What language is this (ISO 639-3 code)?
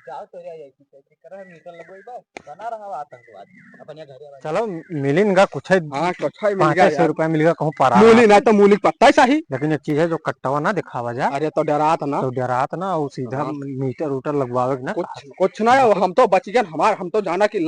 awa